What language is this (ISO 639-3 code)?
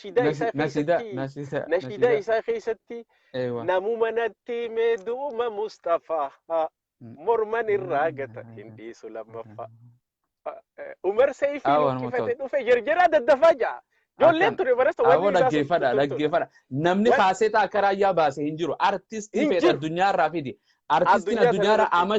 orm